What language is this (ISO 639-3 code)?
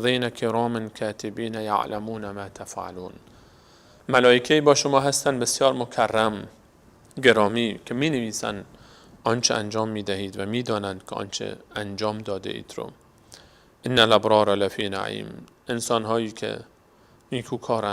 fas